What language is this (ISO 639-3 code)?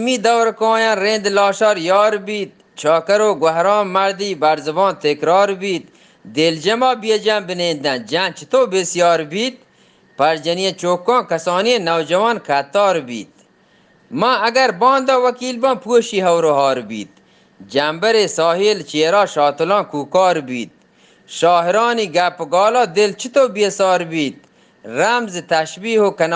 bgp